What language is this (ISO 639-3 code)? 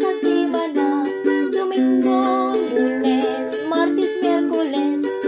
war